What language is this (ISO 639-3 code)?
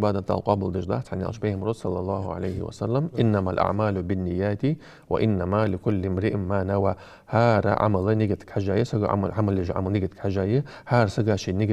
inh